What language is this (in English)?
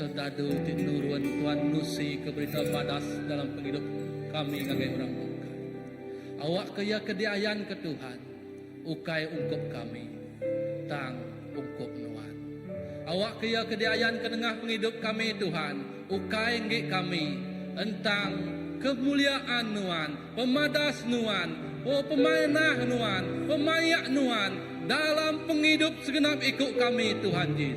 Iban